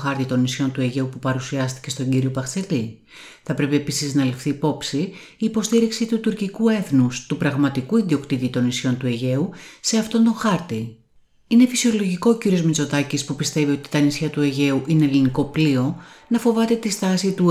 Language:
Greek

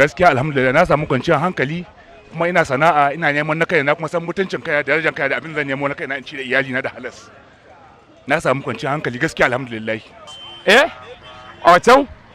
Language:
Hausa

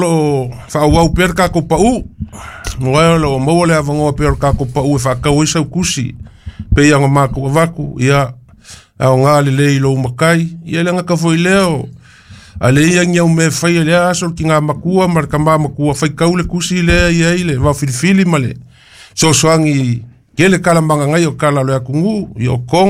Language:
Samoan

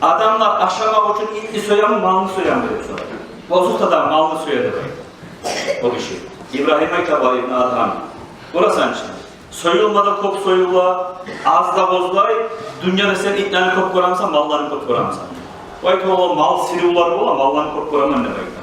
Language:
Kumyk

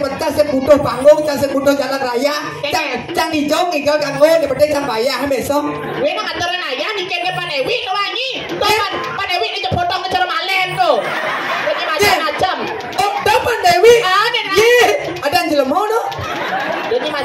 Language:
Balinese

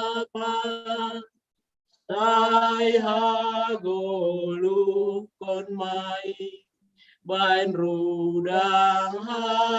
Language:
Batak Simalungun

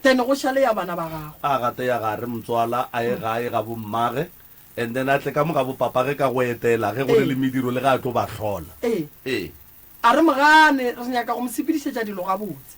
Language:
Northern Sotho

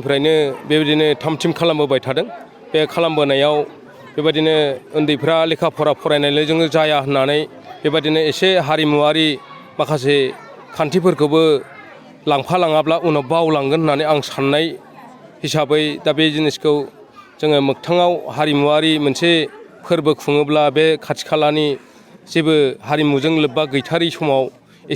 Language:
Bodo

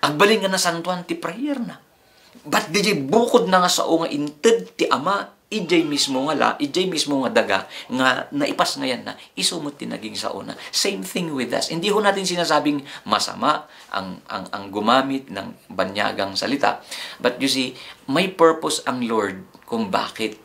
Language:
Iloko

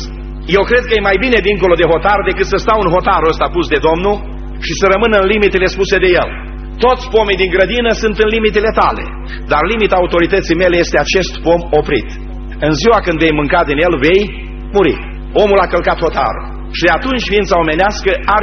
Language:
Romanian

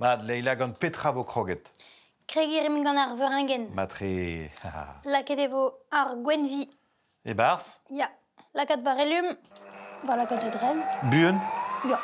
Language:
Breton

